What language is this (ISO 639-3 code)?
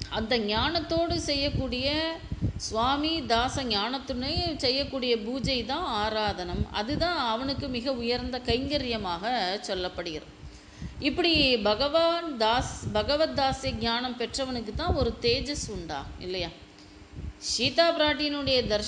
tam